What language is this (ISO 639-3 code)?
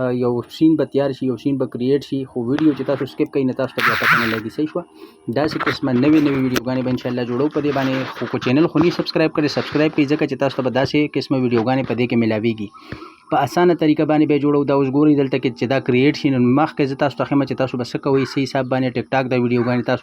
pus